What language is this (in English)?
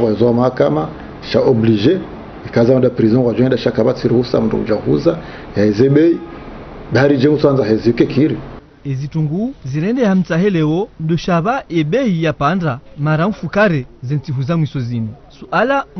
Ngazidja Comorian